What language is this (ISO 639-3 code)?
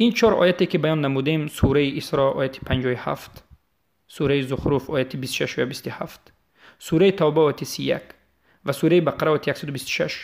tgk